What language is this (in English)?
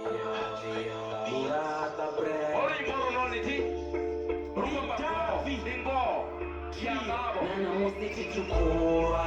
Venda